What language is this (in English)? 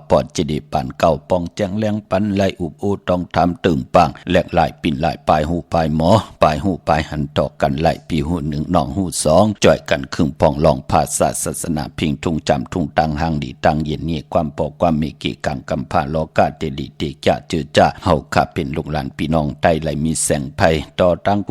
Shan